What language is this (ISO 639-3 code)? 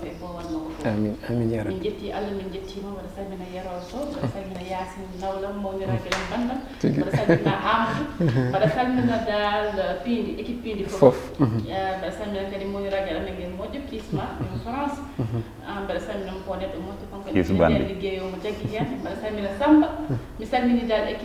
ful